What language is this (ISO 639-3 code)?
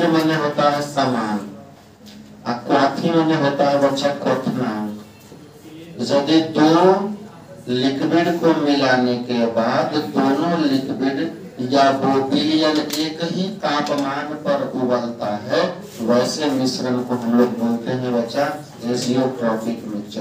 hin